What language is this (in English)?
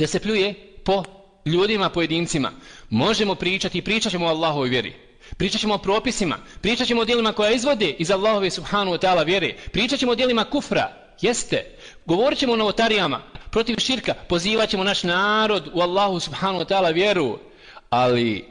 Bosnian